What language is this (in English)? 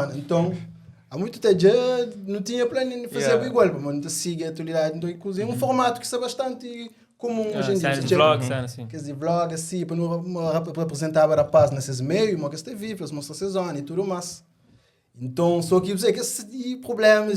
Kabuverdianu